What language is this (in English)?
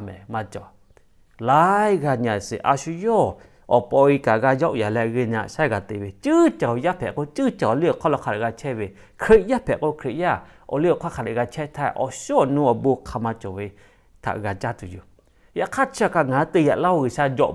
Lahu